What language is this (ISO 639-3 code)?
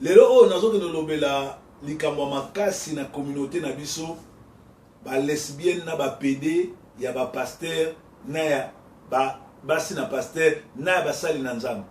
lin